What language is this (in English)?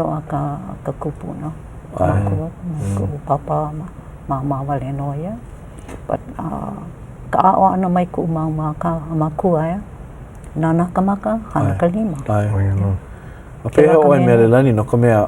Hawaiian